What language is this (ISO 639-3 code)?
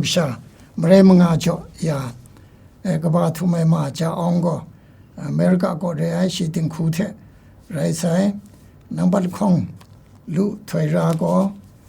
kac